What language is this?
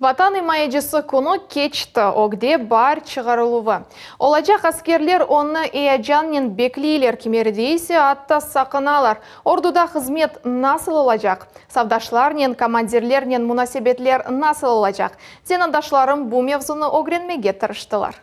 Crimean Tatar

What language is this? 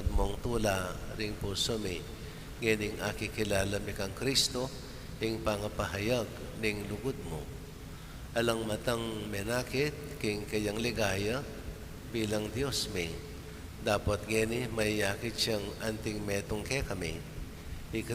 Pampanga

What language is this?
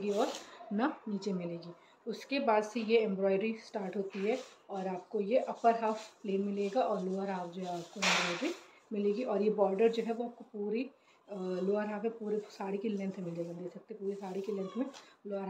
Hindi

